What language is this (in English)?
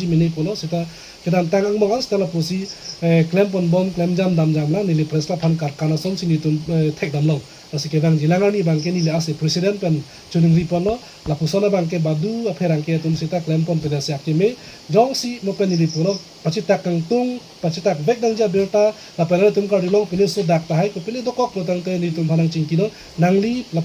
Karbi